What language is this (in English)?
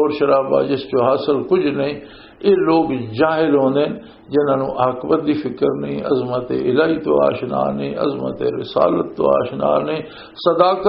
Western Panjabi